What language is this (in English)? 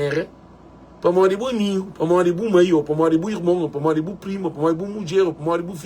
Kabuverdianu